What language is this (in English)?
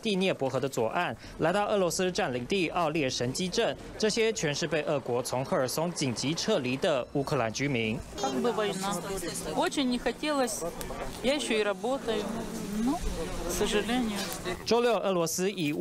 Chinese